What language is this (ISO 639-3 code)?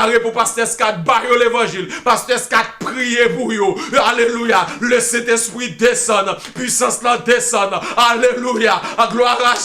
hat